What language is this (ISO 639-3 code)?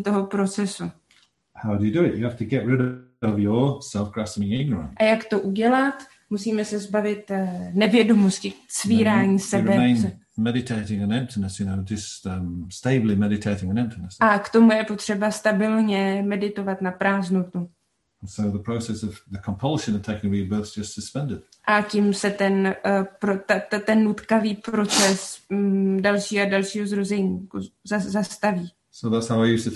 ces